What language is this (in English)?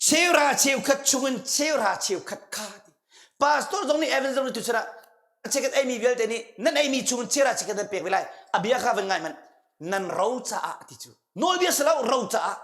Hakha Chin